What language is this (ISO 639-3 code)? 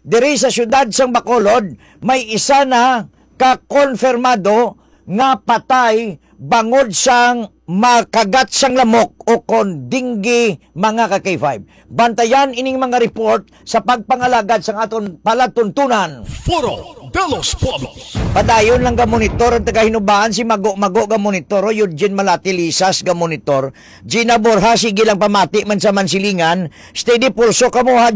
hil